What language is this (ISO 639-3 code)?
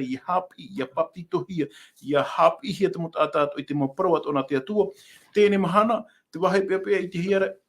tah